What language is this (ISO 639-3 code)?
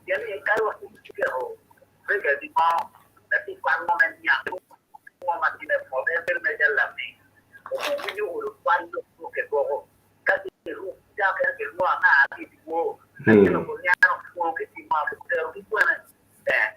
ach